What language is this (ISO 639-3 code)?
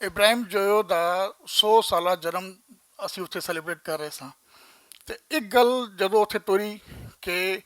lah